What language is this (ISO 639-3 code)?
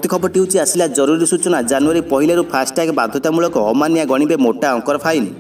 ori